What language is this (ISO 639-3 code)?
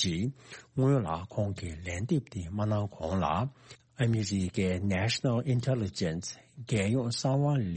bod